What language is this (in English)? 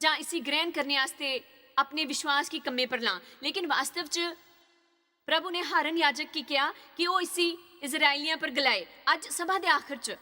Dogri